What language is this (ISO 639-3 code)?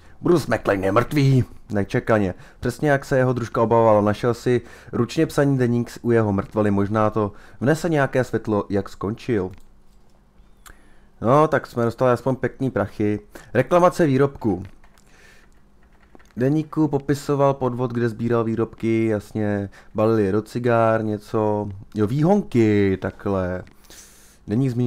ces